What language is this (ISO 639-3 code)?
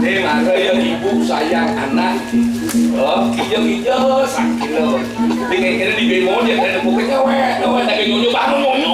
ban